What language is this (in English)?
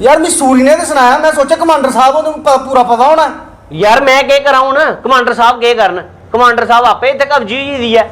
Dogri